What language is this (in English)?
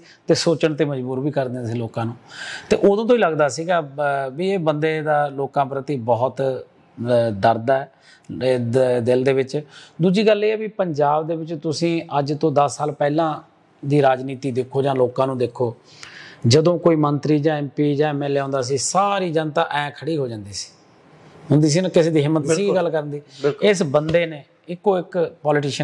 Punjabi